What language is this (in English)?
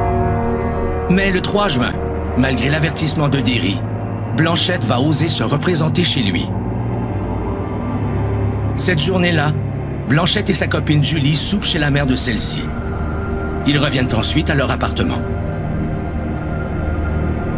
French